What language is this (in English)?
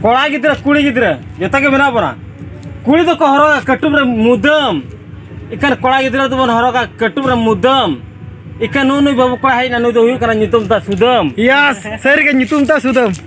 Santali